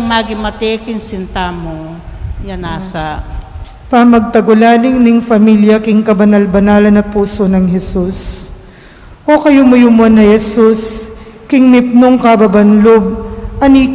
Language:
Pampanga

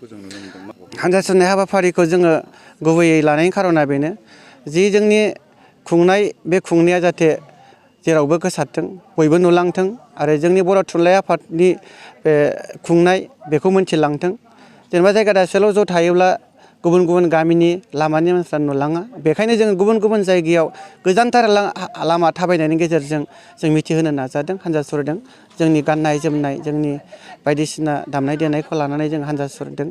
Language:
Bodo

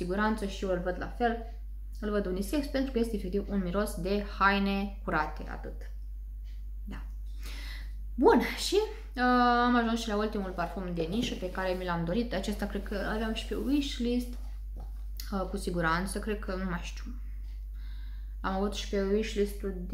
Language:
Romanian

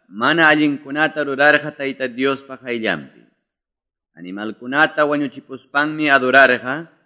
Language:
Quechua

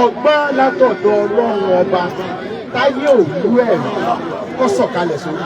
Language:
Yoruba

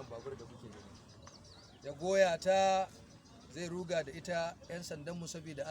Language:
Hausa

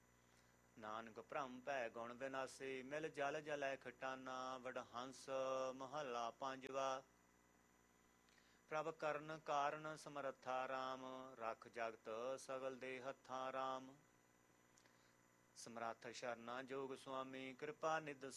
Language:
Punjabi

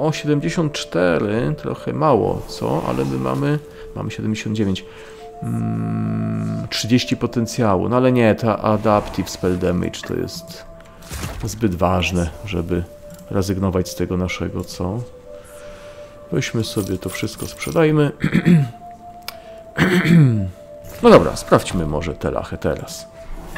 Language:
Polish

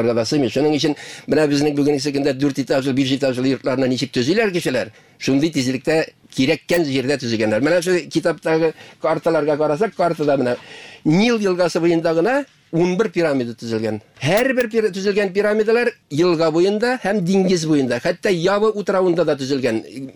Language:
Tatar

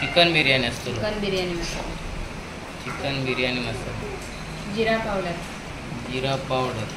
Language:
Konkani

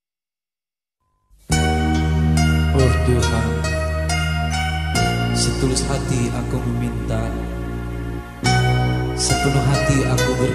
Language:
Indonesian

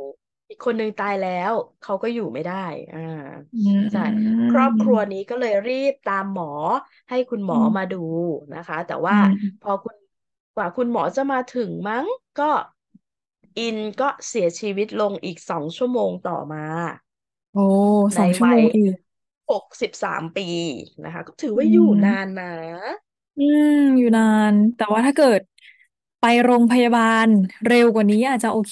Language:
Thai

